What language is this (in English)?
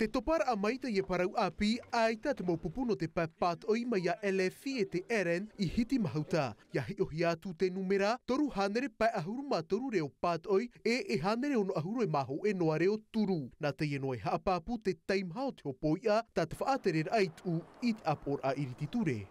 Tahitian